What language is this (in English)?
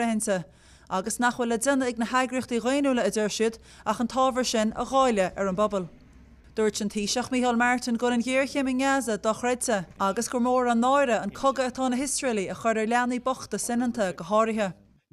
Irish